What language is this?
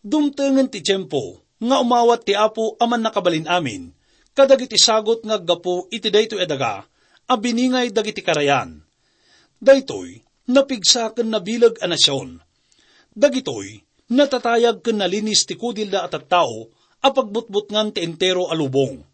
Iloko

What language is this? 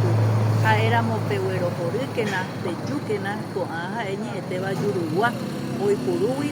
Guarani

